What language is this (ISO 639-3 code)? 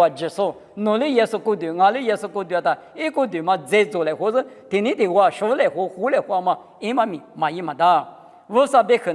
lis